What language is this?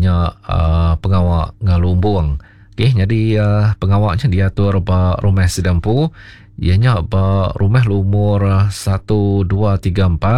Iban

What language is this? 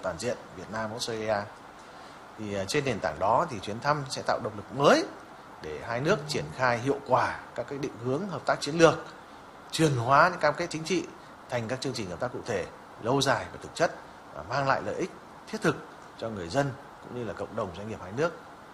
Vietnamese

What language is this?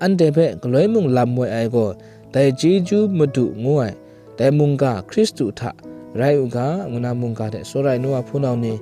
Kachin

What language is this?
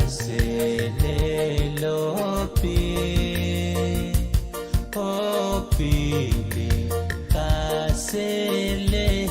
Pohnpeian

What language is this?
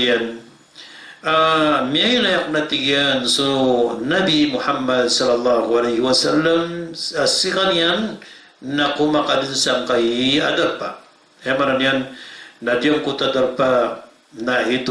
Maranao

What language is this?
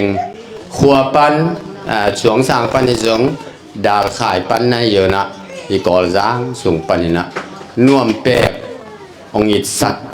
Tedim Chin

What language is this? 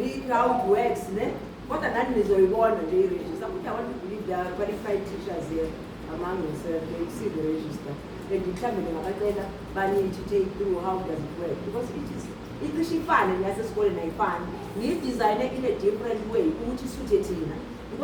Zulu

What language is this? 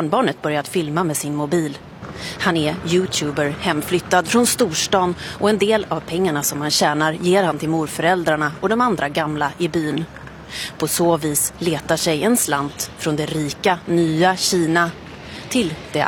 Swedish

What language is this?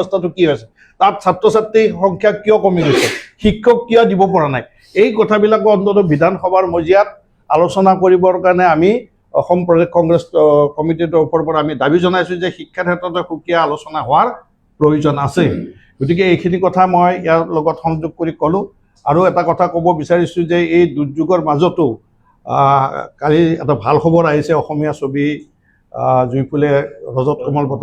Assamese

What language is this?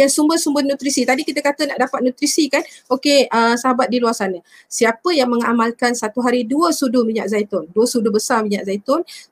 Malay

